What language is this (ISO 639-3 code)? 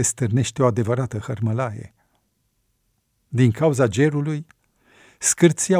ron